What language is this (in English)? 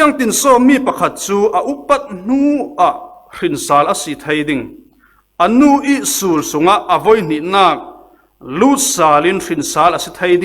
Falam Chin